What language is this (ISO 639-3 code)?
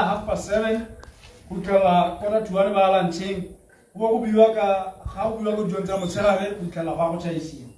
tsn